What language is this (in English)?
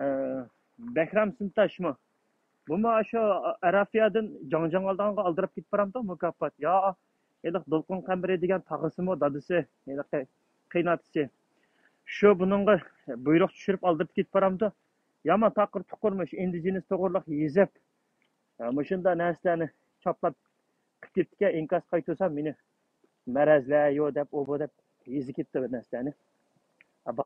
Uyghur